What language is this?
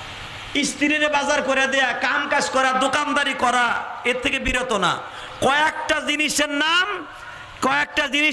Bangla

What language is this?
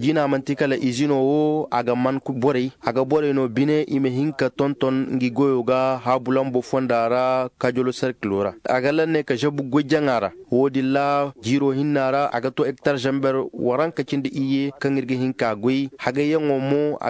Koyraboro Senni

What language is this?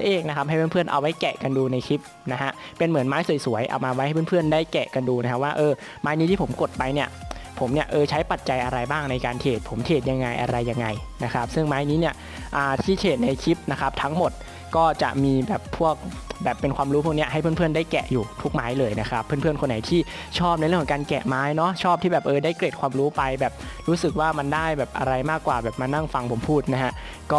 Thai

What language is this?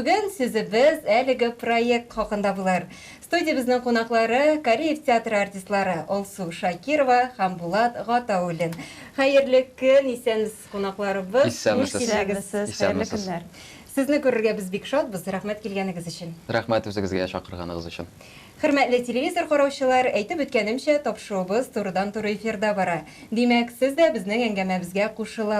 Tatar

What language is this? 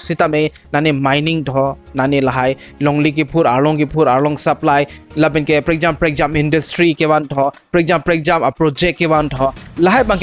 Karbi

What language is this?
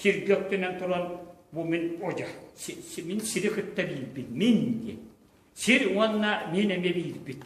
Yakut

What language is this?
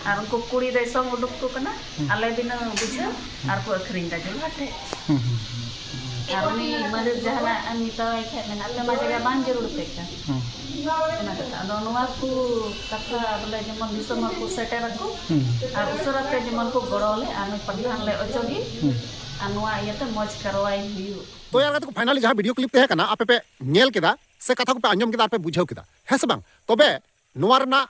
Santali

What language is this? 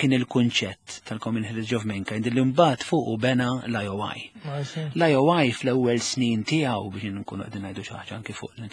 Maltese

